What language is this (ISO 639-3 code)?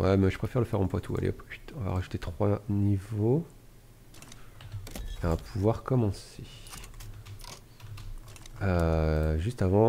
fra